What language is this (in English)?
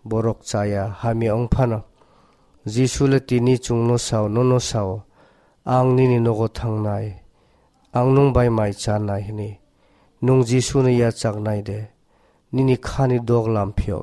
Kok Borok